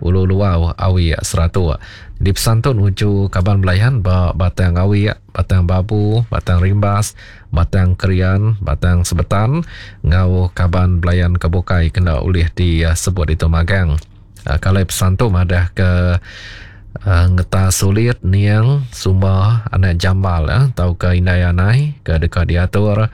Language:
Iban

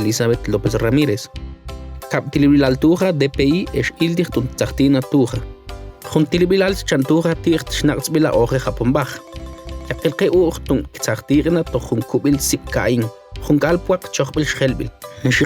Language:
Mam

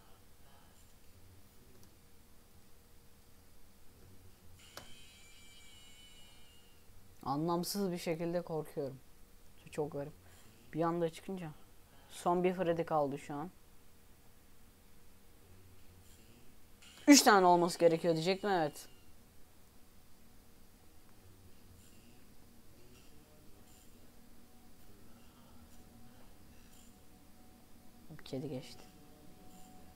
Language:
Turkish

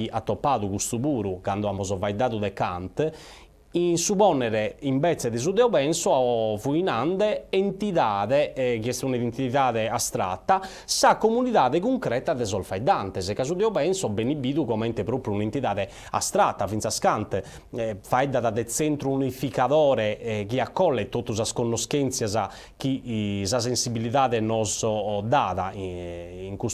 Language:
Sardinian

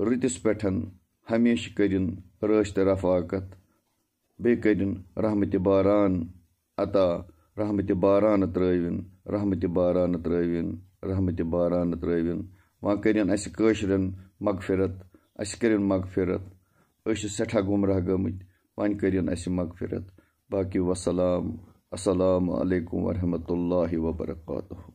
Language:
Kashmiri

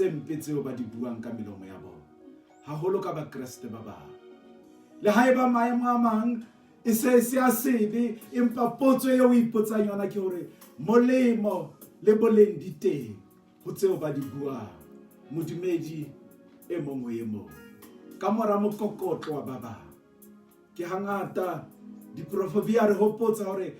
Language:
Southern Sotho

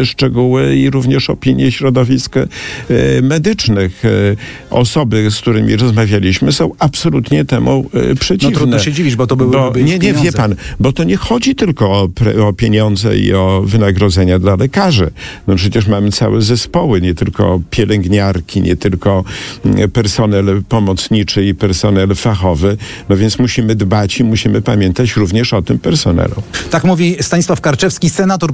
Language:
Polish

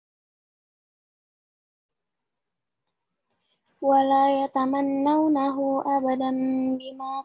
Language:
Indonesian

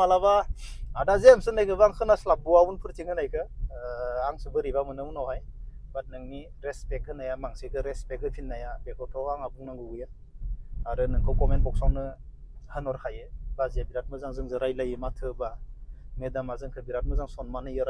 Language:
Bodo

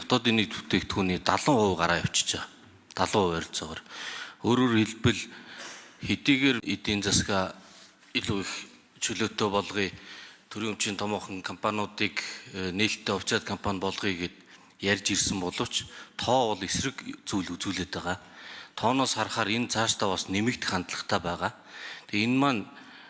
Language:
Mongolian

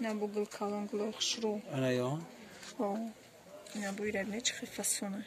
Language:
Tajik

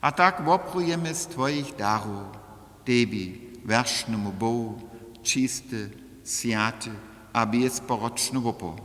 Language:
Upper Sorbian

